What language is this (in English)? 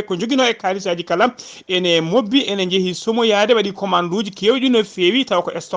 Fula